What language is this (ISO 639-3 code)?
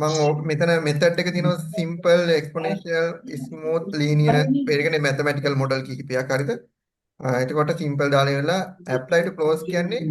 sin